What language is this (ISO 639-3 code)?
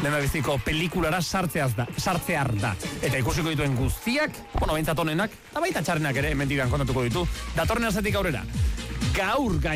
eus